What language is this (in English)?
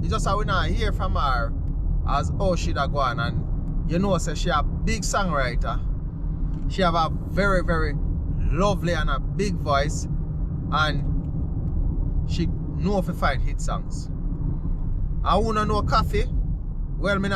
Jamaican Creole English